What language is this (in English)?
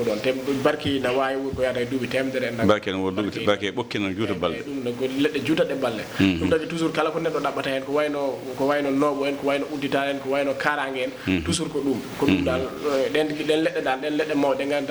Fula